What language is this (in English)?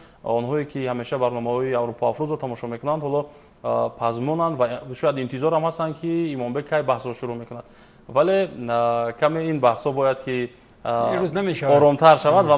Tajik